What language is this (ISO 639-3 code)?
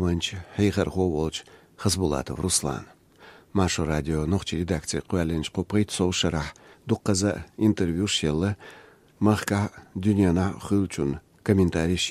che